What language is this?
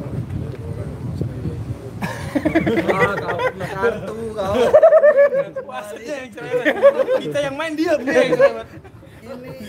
Indonesian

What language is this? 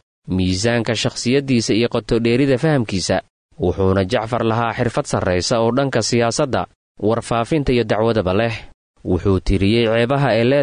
Somali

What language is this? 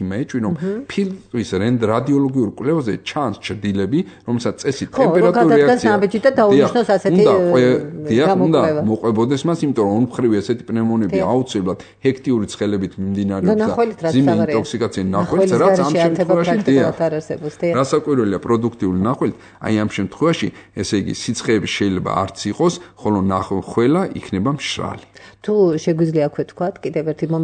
Georgian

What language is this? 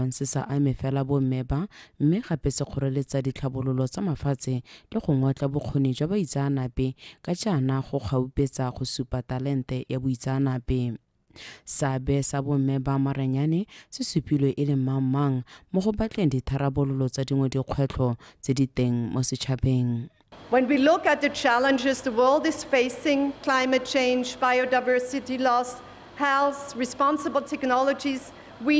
Tswana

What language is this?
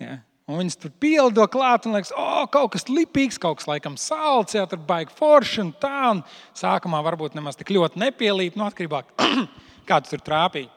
Latvian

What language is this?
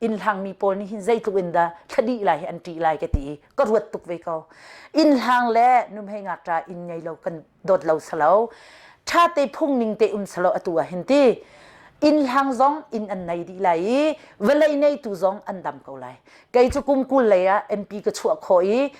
Hakha Chin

